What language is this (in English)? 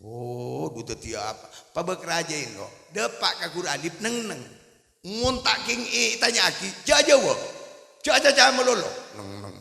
Madurese